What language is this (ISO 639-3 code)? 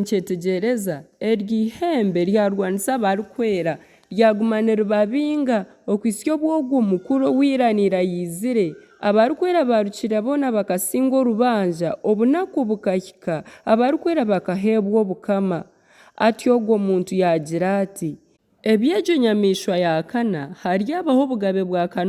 nyn